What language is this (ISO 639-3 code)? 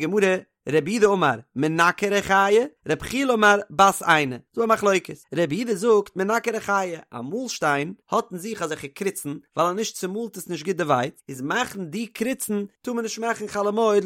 yid